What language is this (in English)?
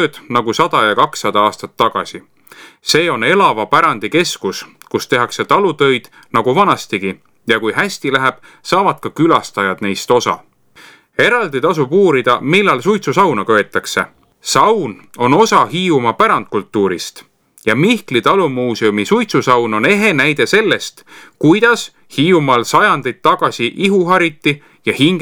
Estonian